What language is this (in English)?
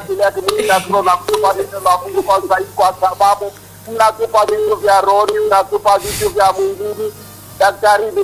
Swahili